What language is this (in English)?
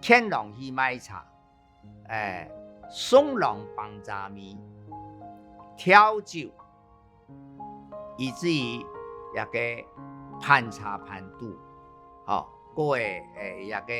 Hakka Chinese